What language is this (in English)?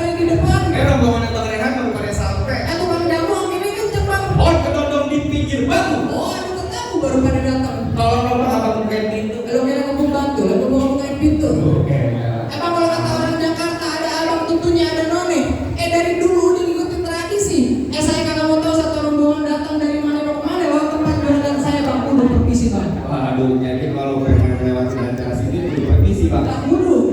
Betawi